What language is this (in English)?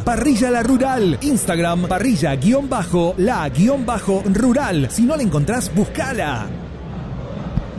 Spanish